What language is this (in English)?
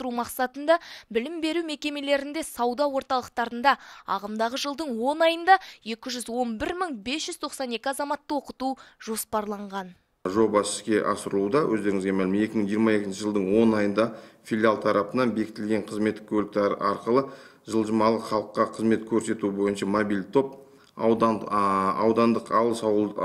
Kazakh